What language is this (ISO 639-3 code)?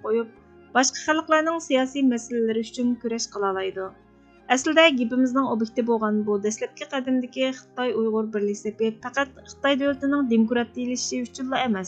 uig